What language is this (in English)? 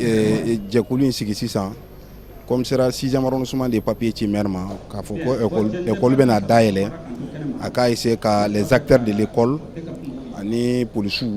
Bambara